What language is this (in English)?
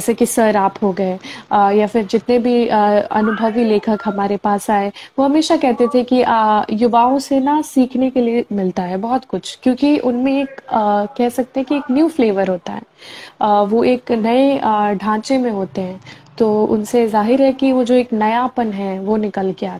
Hindi